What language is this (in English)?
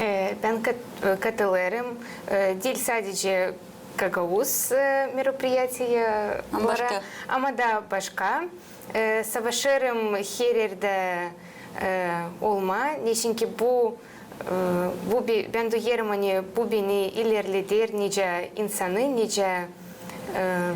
Gagauz